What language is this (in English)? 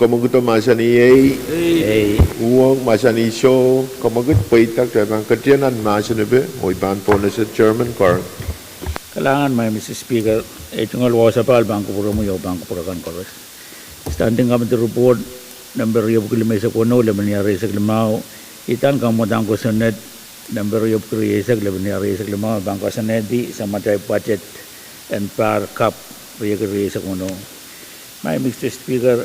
Pohnpeian